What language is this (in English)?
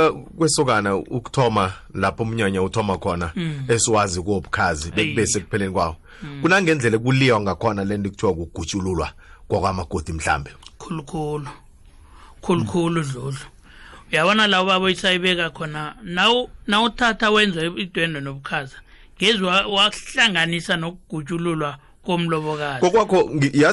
South Ndebele